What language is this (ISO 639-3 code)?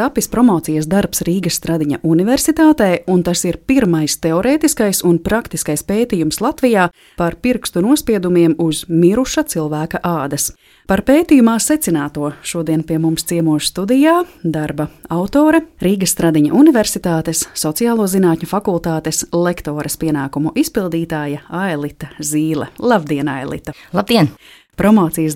lav